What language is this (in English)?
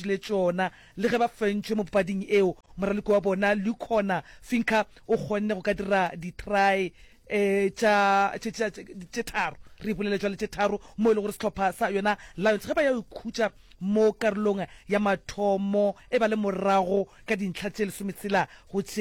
Northern Sotho